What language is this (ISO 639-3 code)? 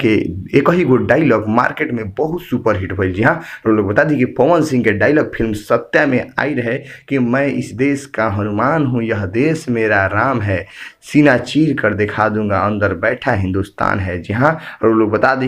bho